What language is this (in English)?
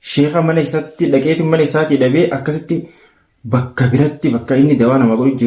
Oromo